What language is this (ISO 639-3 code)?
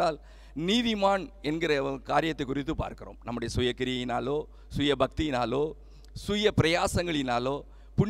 tam